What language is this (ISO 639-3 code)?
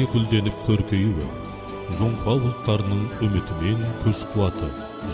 kaz